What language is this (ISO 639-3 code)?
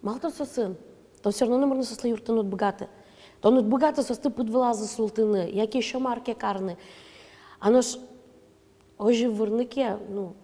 udm